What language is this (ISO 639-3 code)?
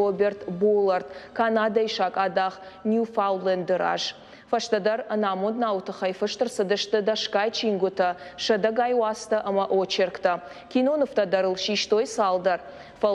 oss